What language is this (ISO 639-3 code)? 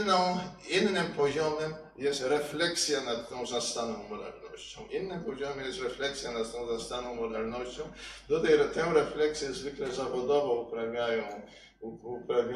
pol